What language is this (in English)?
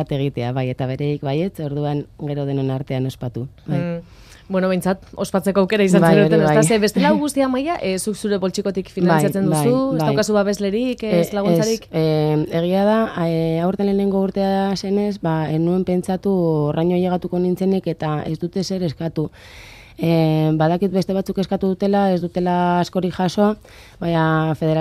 Basque